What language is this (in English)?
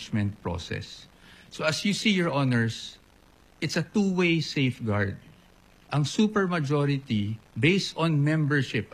Filipino